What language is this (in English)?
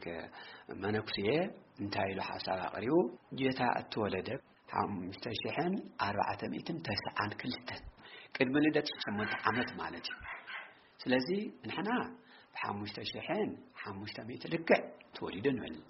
Tigrinya